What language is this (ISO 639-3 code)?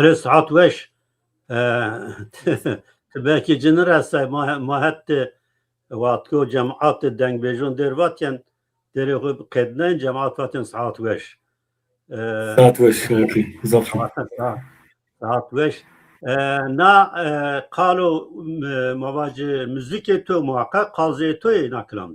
zza